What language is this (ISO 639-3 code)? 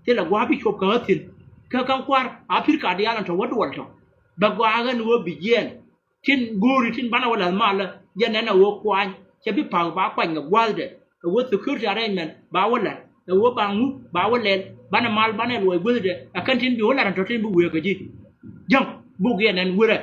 nus